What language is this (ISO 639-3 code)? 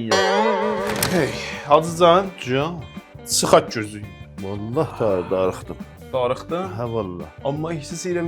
azb